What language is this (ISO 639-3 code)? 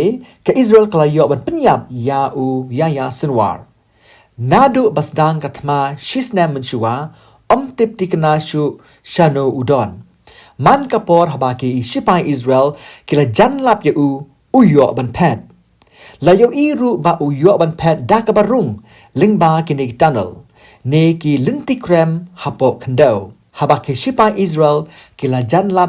kha